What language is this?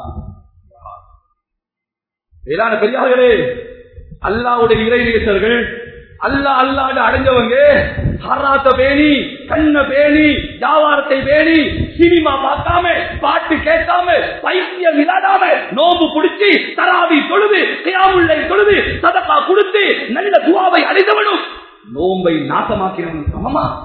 Tamil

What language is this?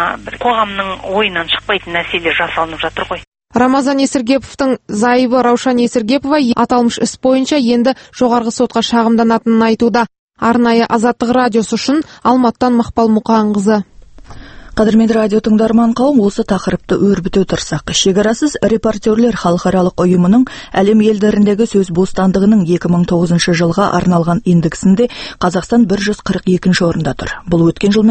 Kazakh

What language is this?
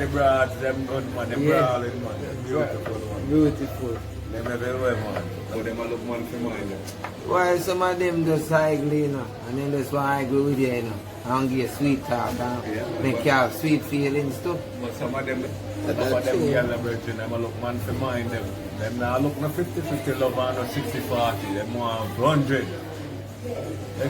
Jamaican Creole English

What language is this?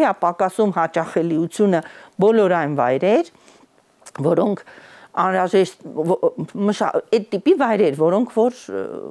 Armenian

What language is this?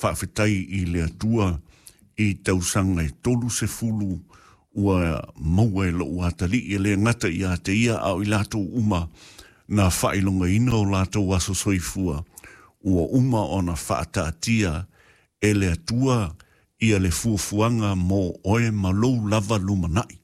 Samoan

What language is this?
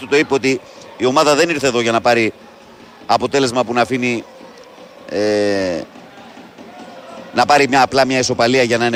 Greek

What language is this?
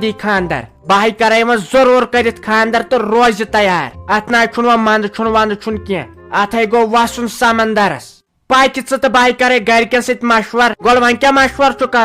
Kashmiri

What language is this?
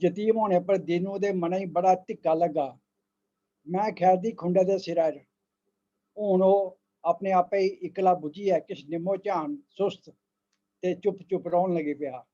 Dogri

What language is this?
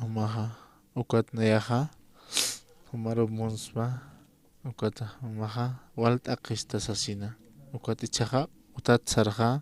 Aymara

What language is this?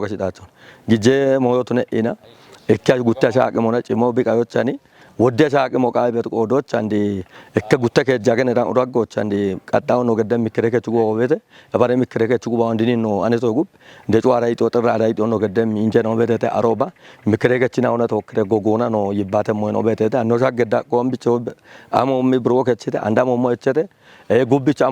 Kafa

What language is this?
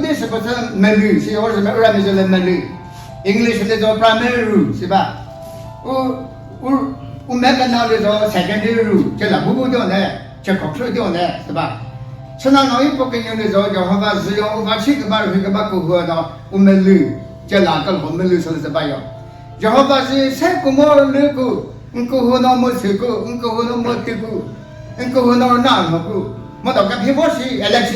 Chokri Naga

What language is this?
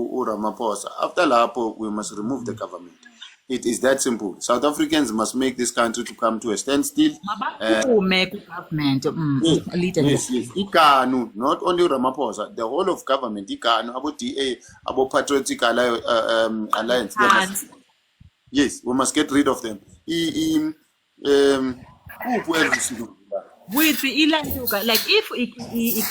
Zulu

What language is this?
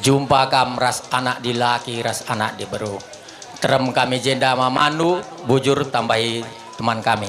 Batak Karo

